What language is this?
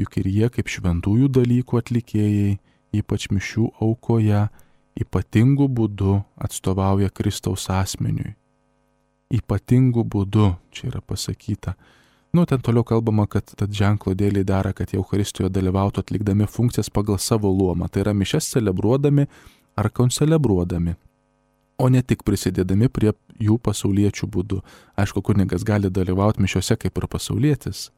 Lithuanian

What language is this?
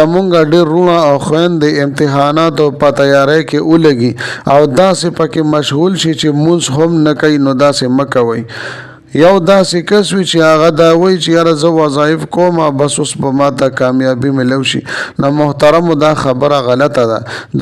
Pashto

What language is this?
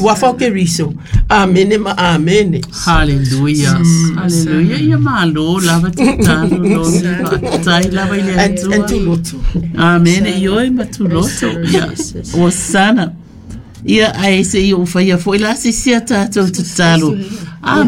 Samoan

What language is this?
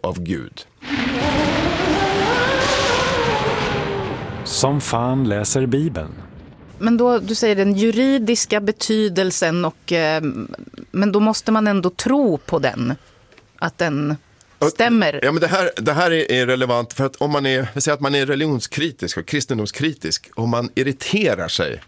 Swedish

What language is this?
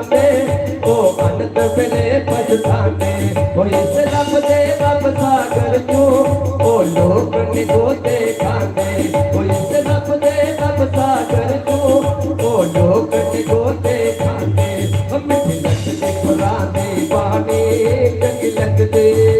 Dogri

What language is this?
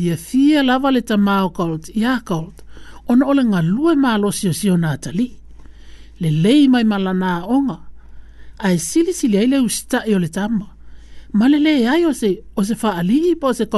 Samoan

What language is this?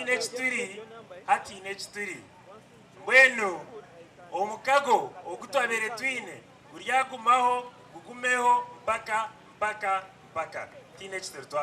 Nyankole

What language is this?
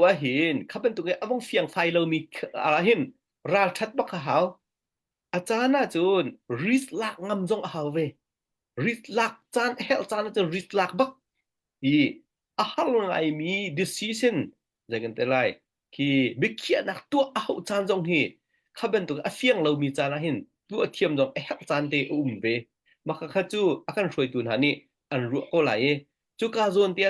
Hakha Chin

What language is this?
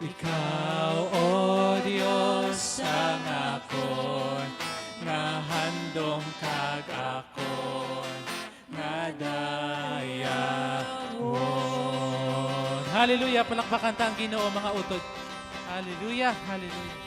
Hiligaynon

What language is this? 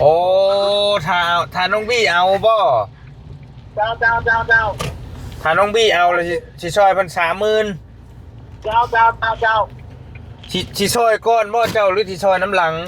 Northeastern Thai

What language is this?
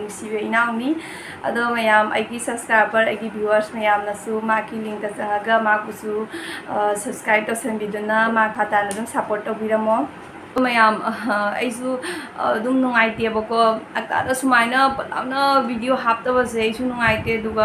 Manipuri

